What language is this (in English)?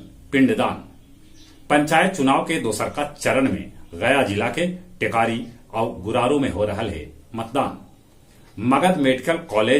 Magahi